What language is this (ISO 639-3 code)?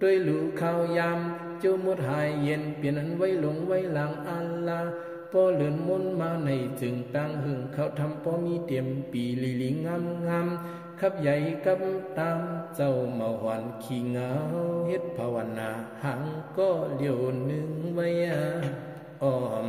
shn